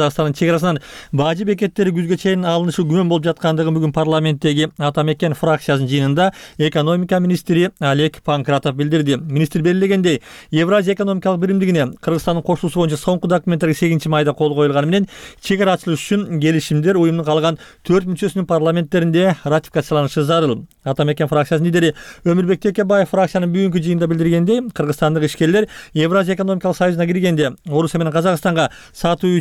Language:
Kyrgyz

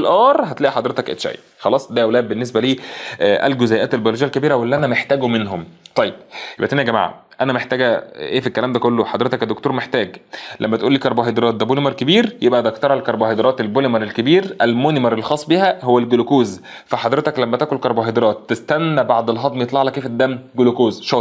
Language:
Egyptian Arabic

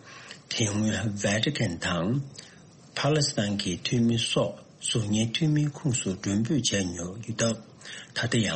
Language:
Tibetan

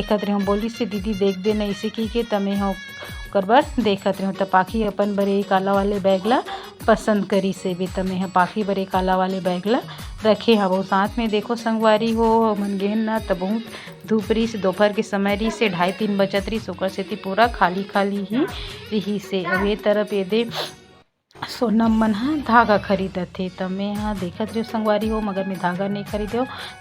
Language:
Chhattisgarhi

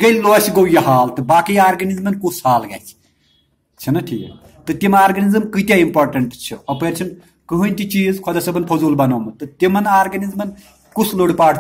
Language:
Kashmiri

